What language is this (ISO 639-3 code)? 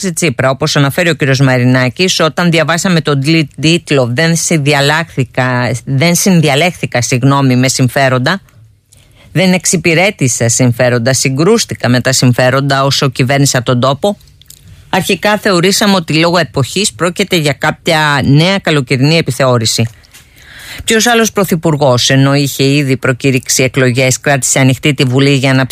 ell